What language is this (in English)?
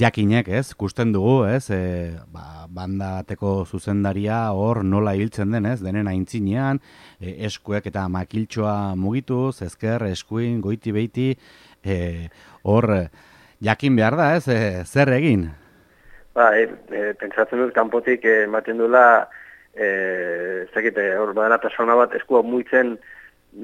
Basque